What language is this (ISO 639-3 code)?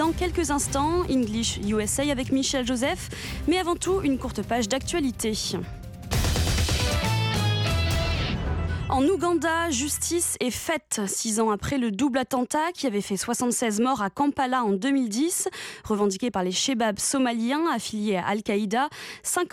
fra